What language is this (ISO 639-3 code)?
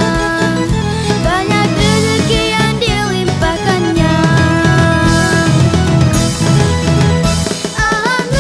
ind